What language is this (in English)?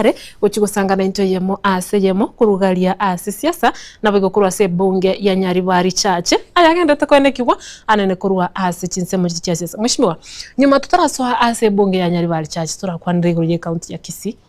Gusii